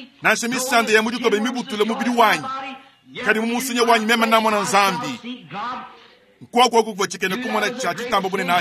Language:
Luba-Lulua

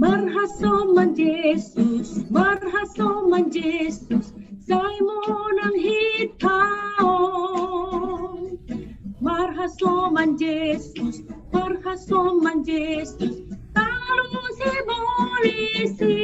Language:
Batak Simalungun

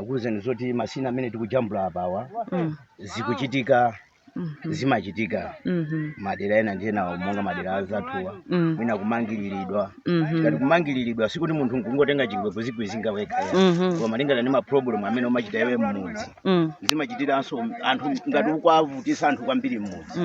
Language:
Nyanja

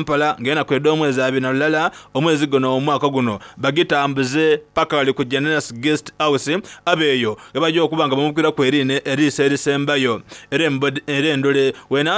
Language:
Soga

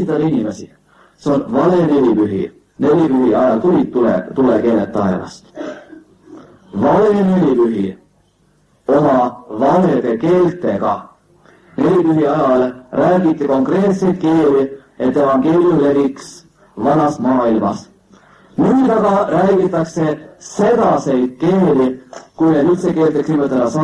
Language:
Estonian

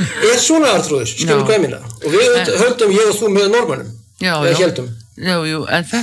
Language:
Icelandic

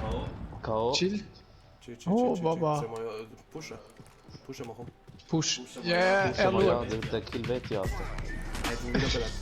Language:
Swiss German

